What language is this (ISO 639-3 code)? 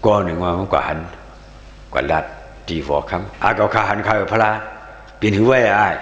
shn